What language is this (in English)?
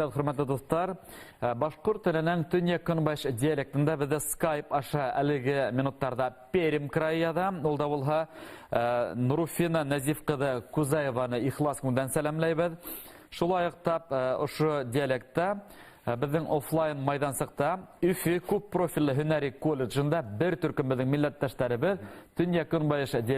Bashkir